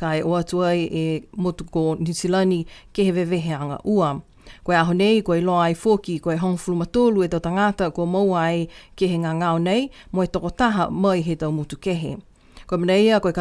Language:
Niuean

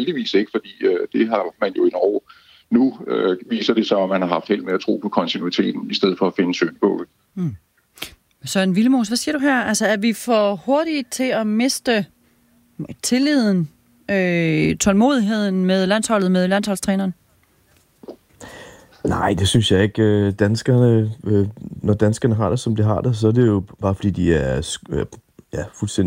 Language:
Danish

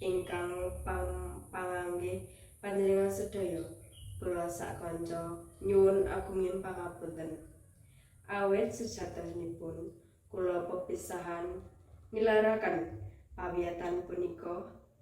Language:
Javanese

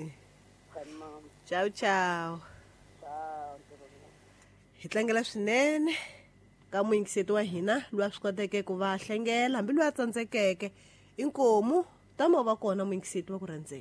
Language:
Tsonga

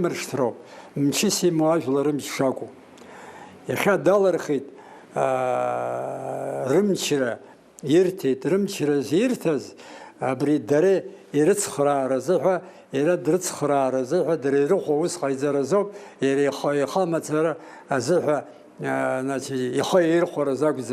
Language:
Abkhazian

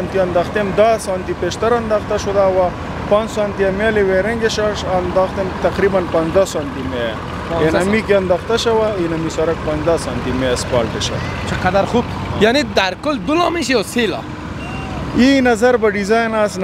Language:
Persian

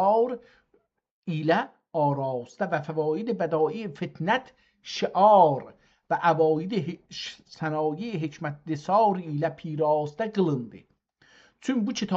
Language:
South Azerbaijani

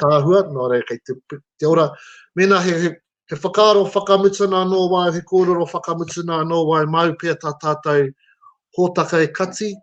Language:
Māori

